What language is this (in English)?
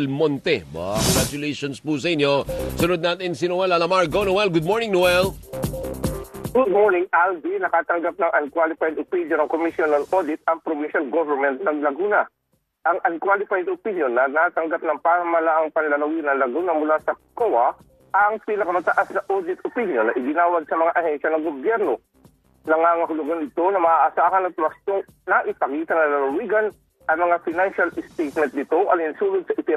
Filipino